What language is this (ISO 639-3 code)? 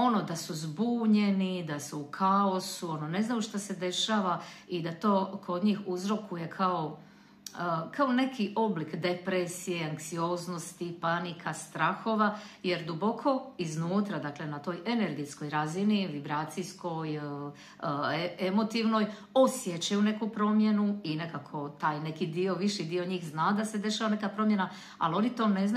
hrv